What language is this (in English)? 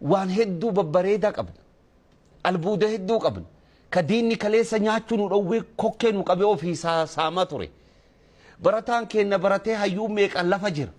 Oromo